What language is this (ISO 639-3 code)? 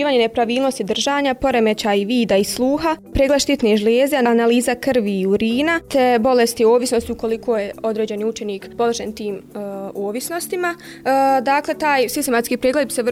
bos